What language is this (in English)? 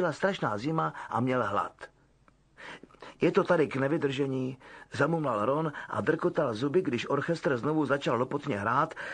Czech